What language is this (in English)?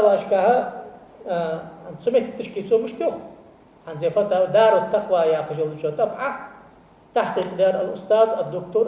Ingush